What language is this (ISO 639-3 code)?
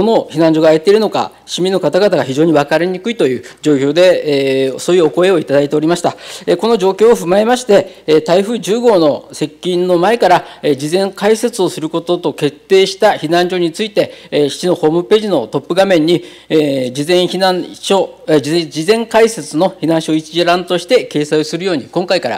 jpn